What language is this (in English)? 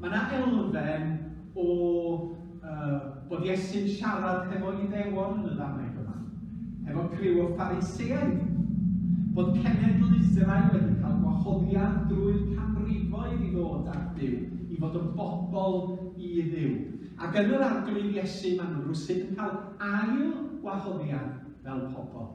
Welsh